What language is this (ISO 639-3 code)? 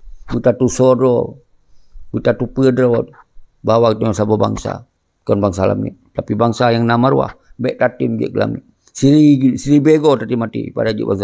ace